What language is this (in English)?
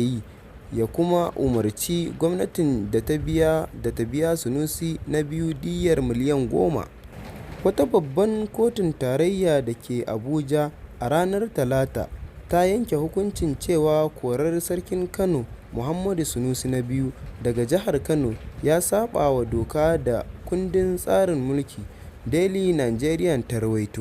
Hausa